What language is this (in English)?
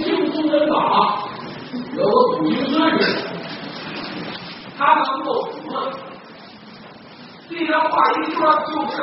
Chinese